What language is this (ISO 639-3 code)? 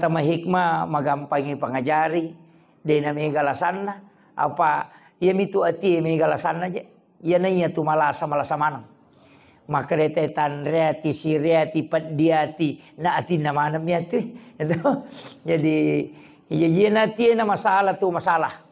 bug